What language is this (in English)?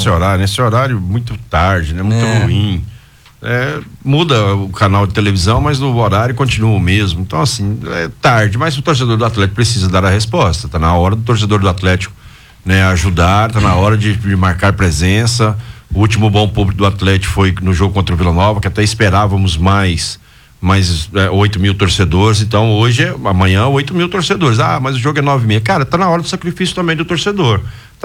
Portuguese